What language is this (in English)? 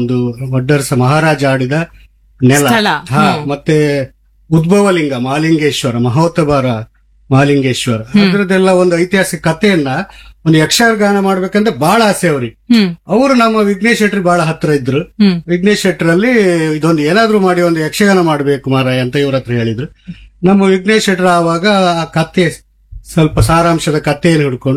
Kannada